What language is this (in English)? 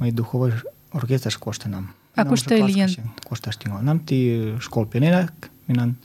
Mari